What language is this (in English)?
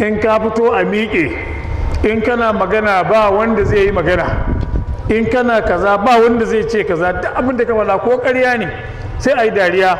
Hausa